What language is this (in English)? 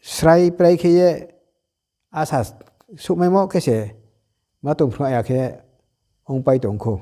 Riang (India)